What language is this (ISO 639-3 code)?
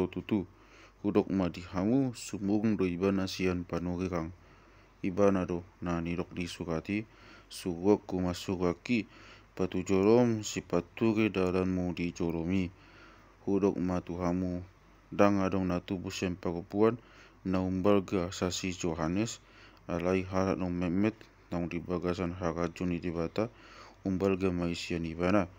bbc